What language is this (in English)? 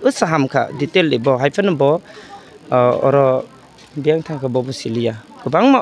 Kok Borok